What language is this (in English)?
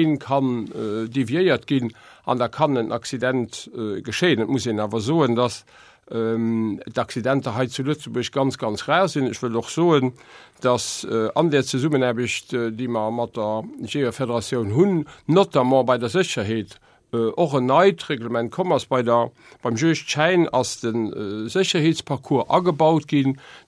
Luxembourgish